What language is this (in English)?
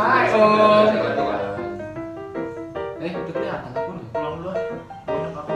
Indonesian